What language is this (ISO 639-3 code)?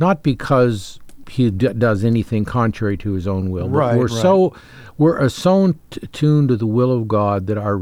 eng